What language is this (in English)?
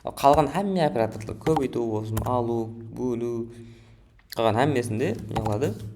Kara-Kalpak